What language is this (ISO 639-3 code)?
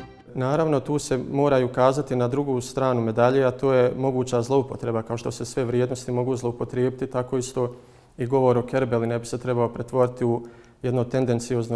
bos